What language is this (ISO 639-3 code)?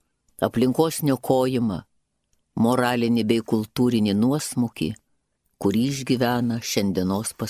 lit